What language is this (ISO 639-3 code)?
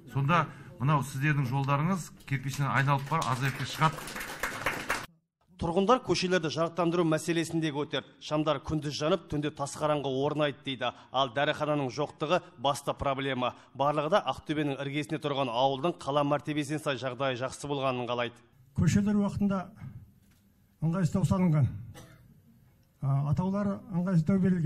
kaz